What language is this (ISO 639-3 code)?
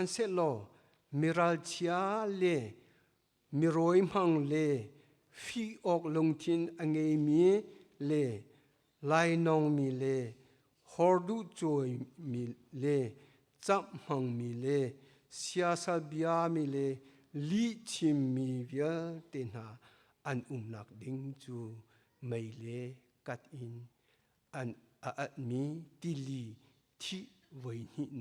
cnh